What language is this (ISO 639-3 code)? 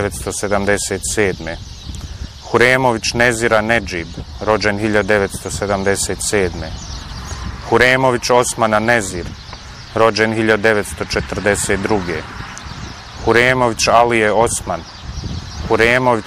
bos